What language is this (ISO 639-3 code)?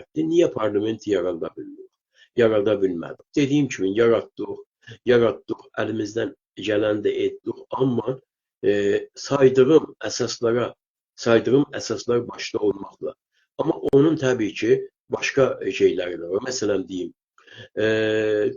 azb